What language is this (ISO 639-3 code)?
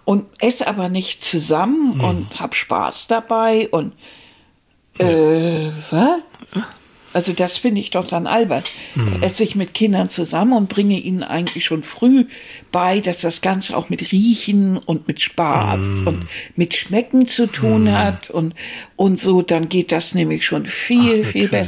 deu